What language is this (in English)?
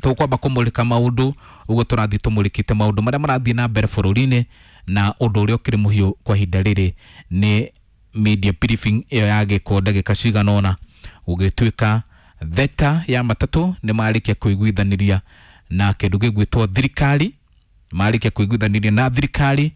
Kikuyu